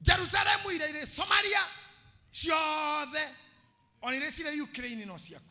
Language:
Kikuyu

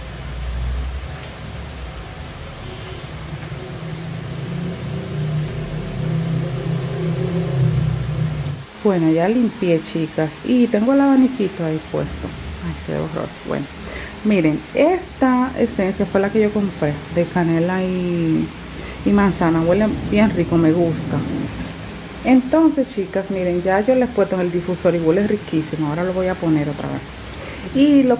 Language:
Spanish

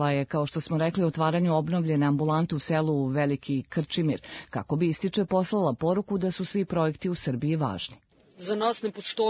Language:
Serbian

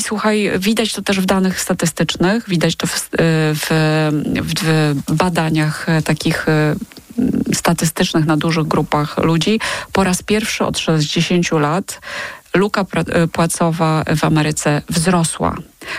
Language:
Polish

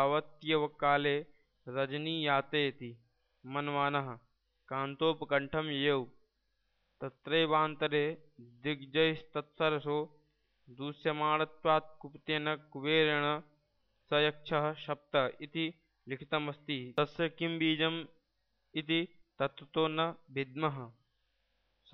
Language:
Sanskrit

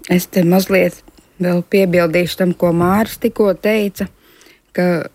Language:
Latvian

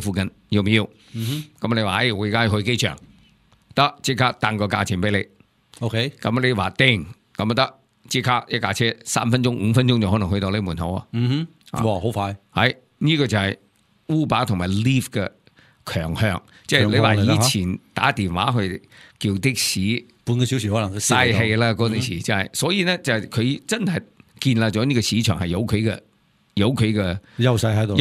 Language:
Cantonese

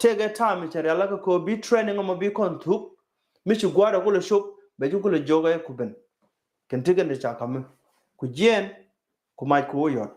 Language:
Nuer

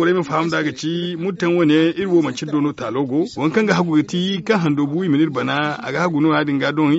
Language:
Zarma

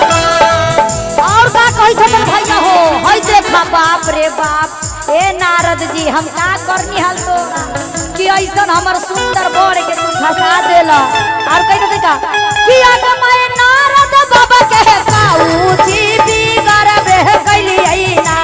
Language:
Magahi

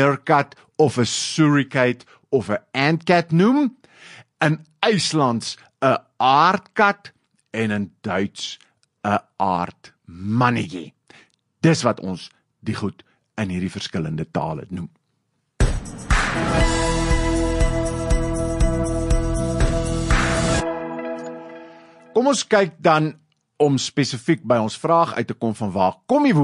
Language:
Afrikaans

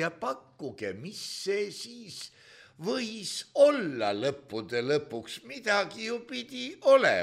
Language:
Estonian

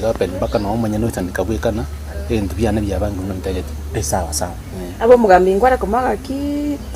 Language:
Gusii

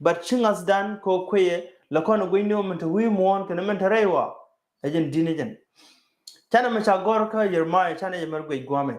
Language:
Nuer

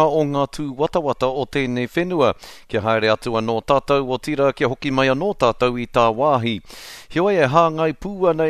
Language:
Māori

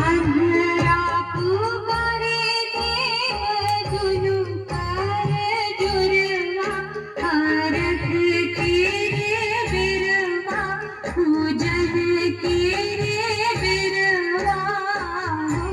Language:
Maithili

